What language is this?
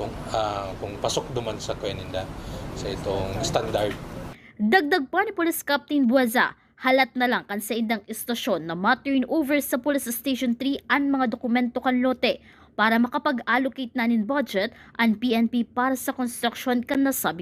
Bikol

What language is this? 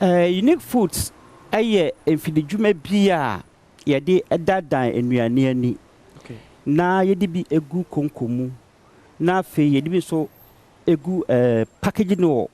Akan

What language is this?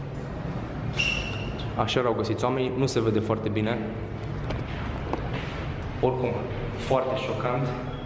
Romanian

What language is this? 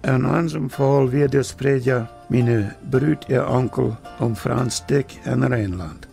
Plautdietsch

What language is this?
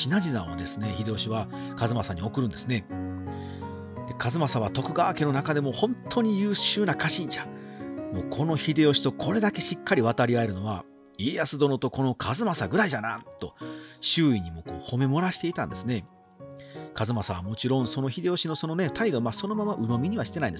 Japanese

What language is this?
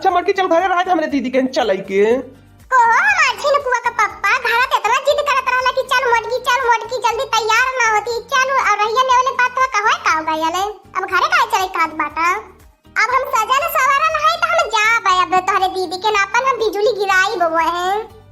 Awadhi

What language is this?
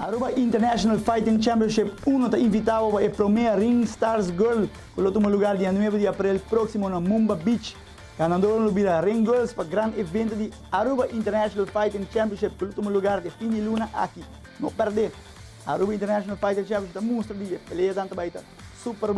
Papiamento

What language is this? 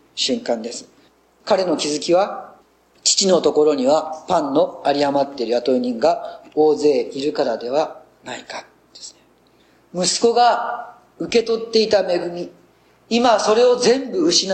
Japanese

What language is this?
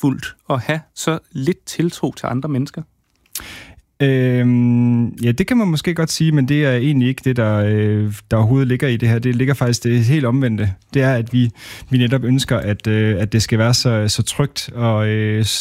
Danish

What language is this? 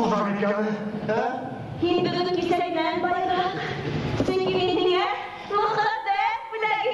Bashkir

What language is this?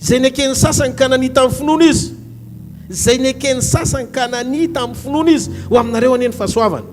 Malagasy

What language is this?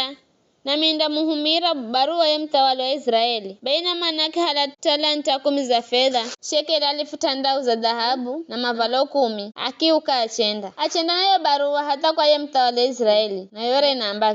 Giryama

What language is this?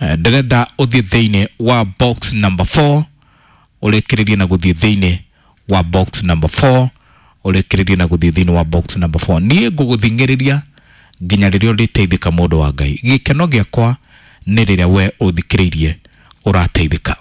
Kikuyu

